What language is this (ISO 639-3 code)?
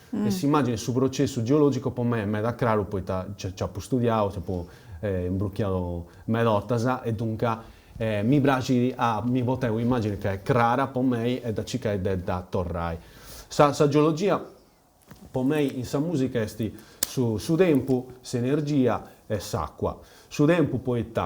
srd